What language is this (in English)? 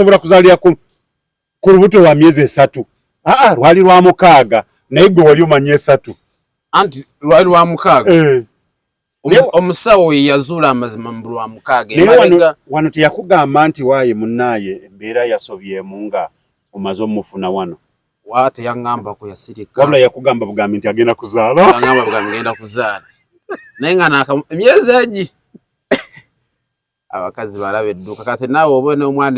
Ganda